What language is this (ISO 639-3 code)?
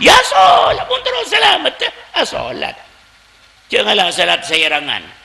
mad